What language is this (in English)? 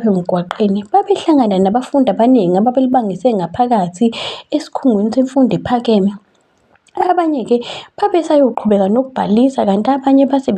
Zulu